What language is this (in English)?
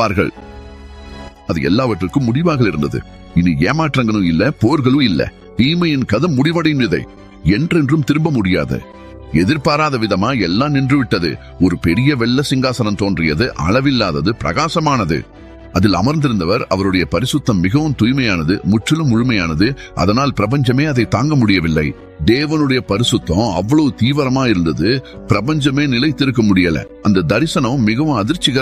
Tamil